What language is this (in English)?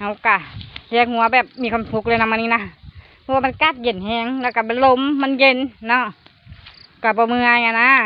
Lao